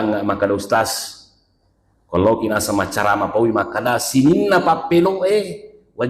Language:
Buginese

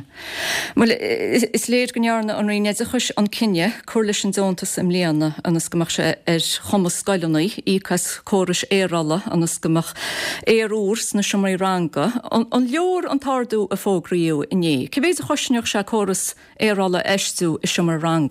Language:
Irish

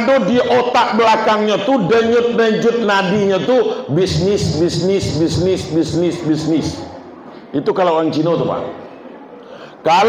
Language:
Minangkabau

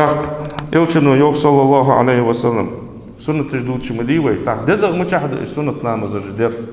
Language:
Ingush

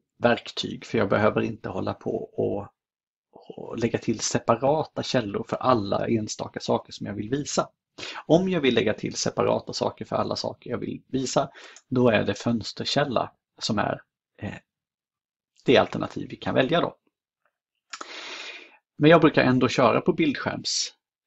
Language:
Swedish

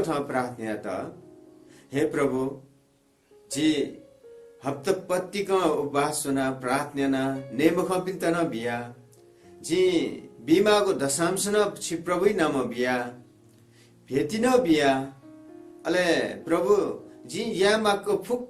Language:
Newari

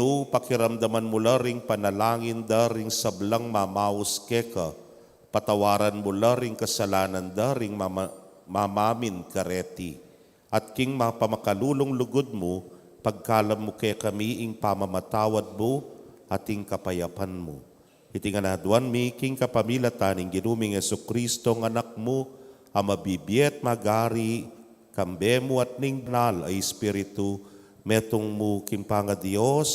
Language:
Pampanga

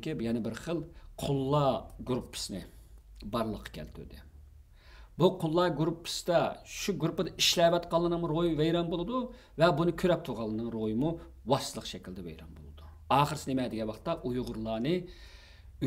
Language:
Uyghur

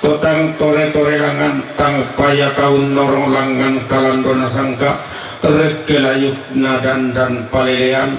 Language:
Toraja-Sa'dan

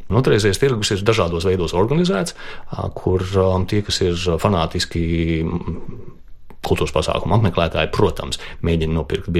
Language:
Latvian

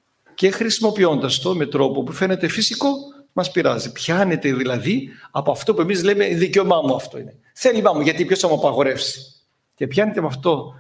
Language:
Greek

